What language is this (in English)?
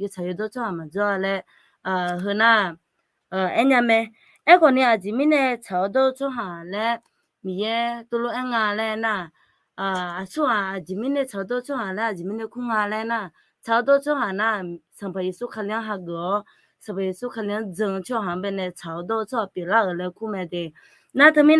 Akha